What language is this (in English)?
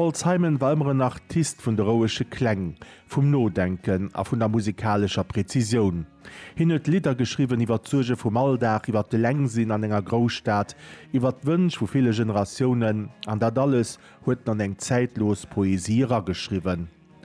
Luxembourgish